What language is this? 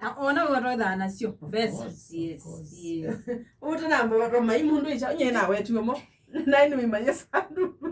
Kamba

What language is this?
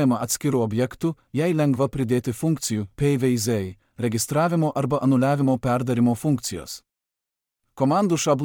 Lithuanian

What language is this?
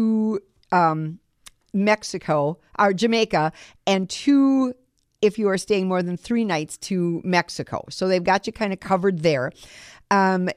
English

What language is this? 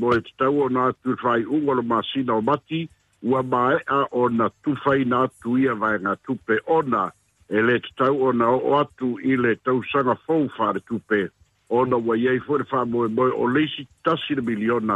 Samoan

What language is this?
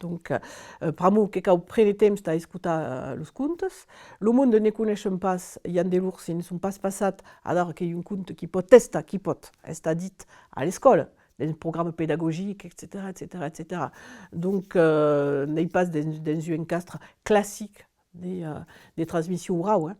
Occitan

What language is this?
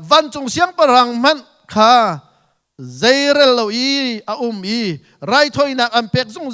Hakha Chin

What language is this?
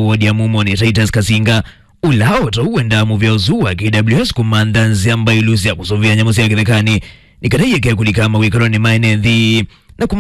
Kamba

